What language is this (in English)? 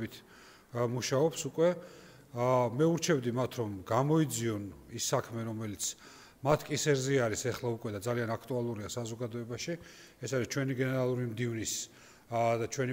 Georgian